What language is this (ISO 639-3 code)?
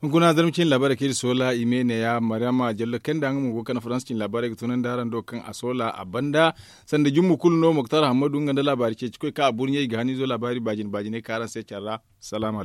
dje